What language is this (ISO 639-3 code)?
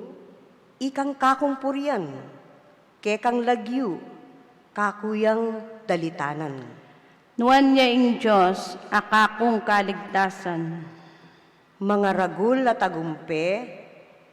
pam